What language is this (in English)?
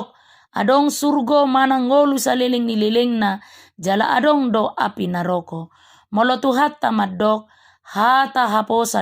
Batak Toba